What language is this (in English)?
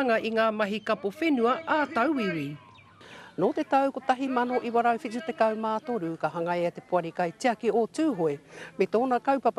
Māori